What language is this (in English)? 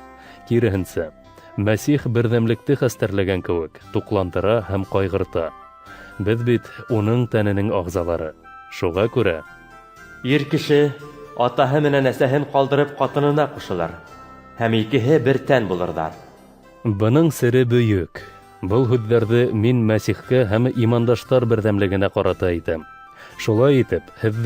Bashkir